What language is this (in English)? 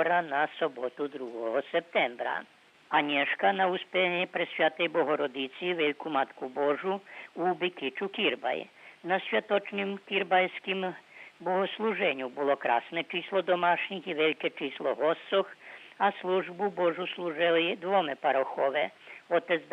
Rusyn